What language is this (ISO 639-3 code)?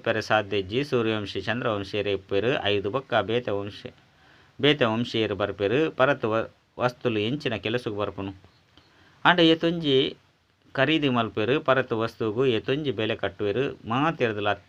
tcy